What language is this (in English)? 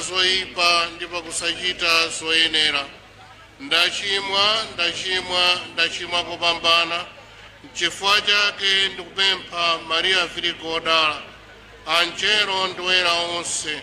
Nyanja